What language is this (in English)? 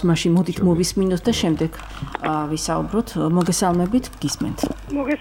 Georgian